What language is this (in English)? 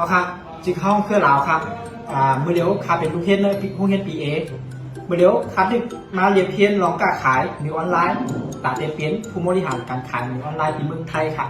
Shan